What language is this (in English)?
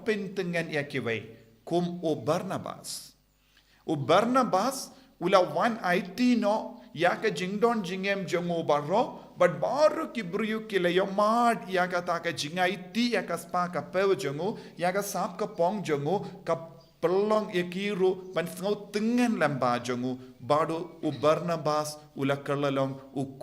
Khasi